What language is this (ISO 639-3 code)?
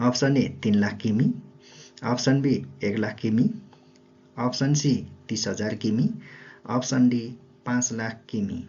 nep